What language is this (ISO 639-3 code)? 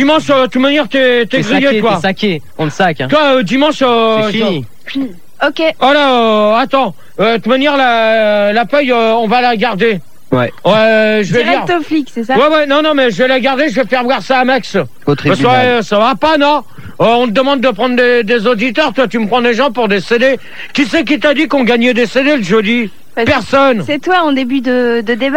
fra